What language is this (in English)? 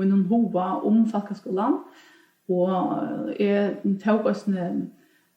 Faroese